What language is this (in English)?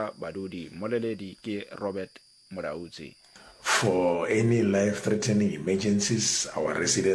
Northern Sotho